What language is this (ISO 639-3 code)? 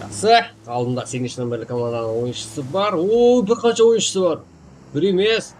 kaa